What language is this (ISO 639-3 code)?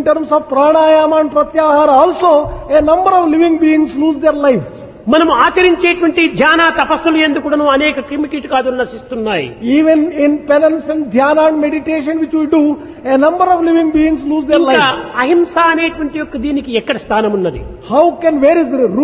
tel